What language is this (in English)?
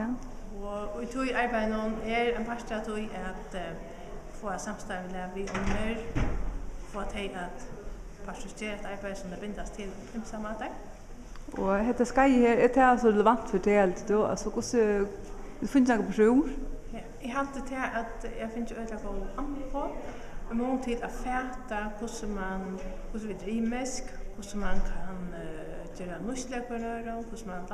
Faroese